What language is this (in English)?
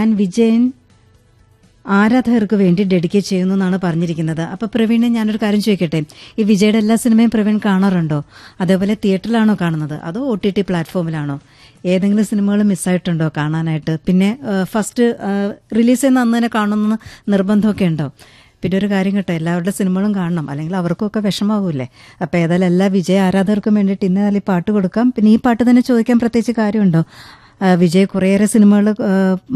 Malayalam